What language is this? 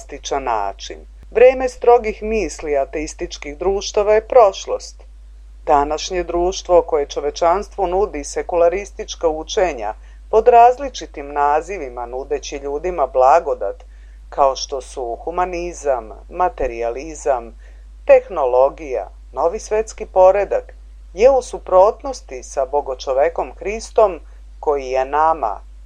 Serbian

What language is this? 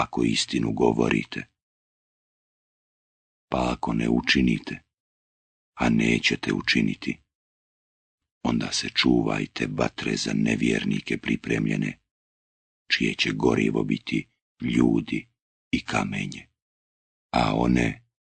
Bosnian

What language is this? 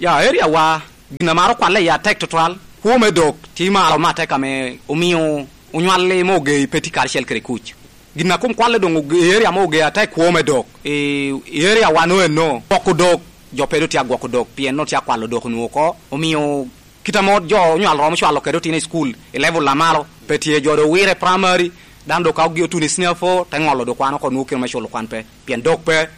Lango (Uganda)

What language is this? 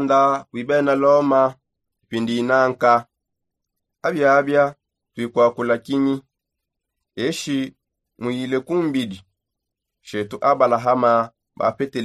Songe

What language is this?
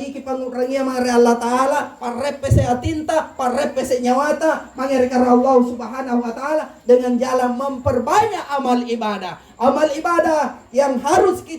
Makasar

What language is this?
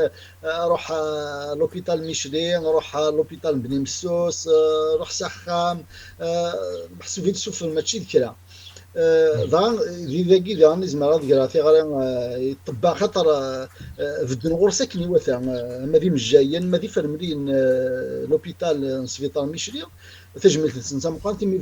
Kabyle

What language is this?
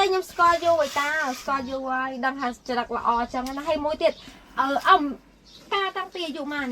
Khmer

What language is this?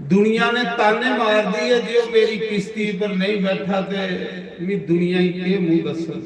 Dogri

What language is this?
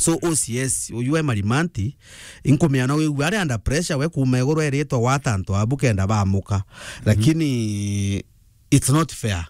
Meru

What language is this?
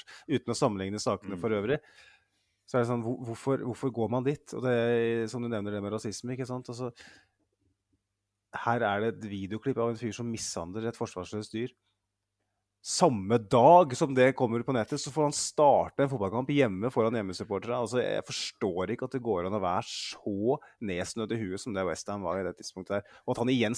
Norwegian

